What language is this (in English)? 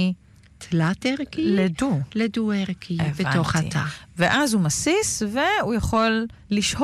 Hebrew